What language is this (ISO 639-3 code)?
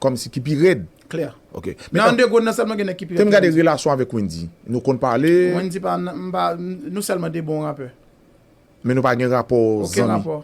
hat